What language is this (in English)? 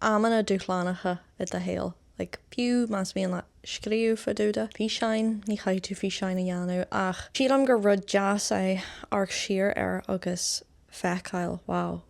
Irish